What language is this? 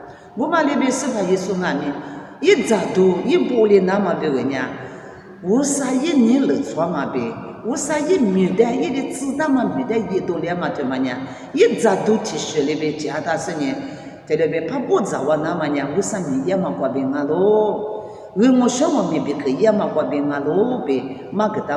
Lisu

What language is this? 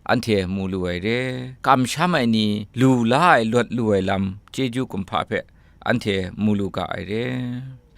Kachin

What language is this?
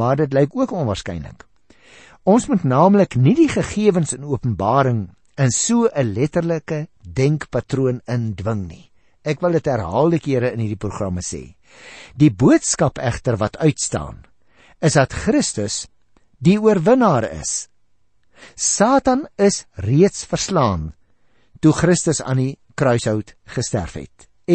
Afrikaans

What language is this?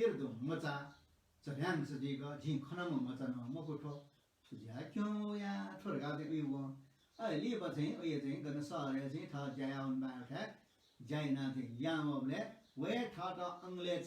Newari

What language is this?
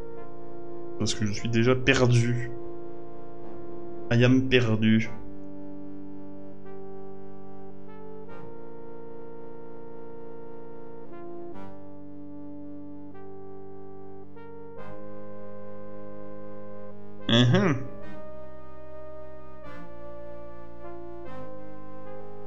French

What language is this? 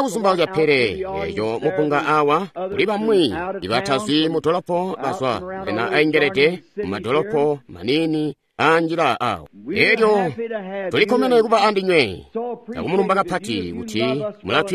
Tonga (Zambia)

